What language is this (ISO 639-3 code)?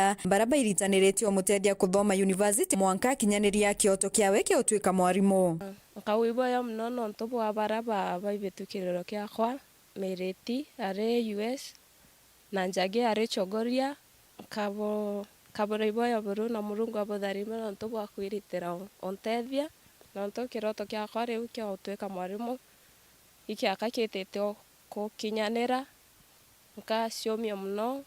mer